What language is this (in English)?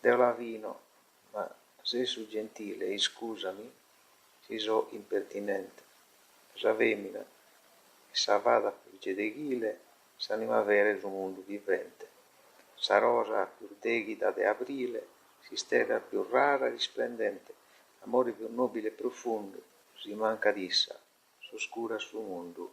Sardinian